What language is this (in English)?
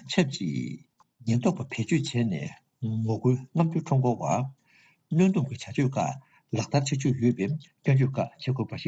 Tibetan